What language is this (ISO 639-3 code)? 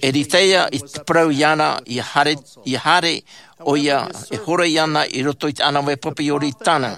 tah